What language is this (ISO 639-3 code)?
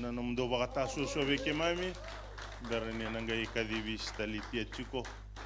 fij